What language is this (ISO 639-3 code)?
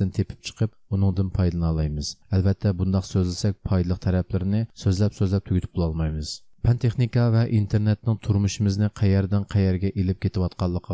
uig